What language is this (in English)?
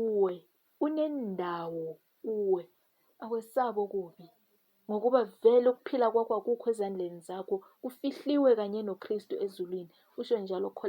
Zulu